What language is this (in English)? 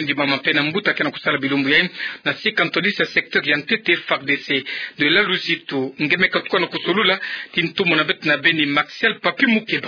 Kituba (Democratic Republic of Congo)